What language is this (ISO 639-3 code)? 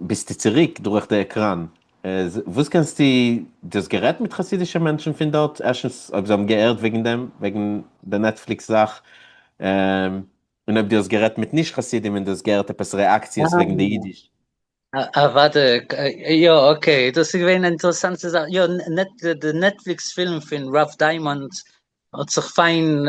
yid